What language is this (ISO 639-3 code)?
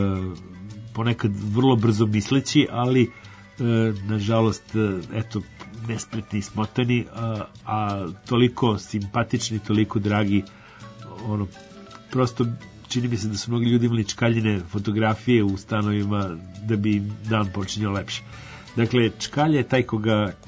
srp